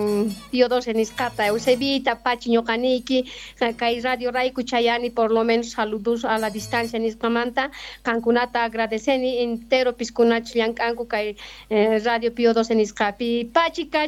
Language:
South Bolivian Quechua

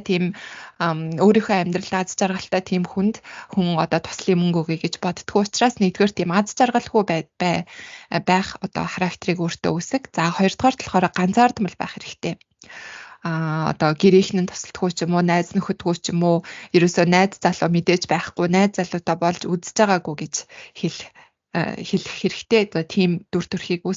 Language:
Mongolian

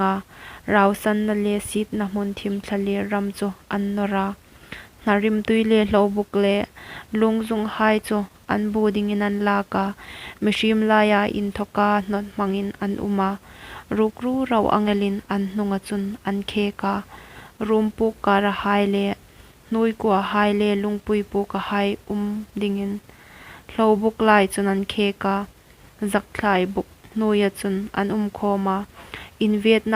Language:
Hmar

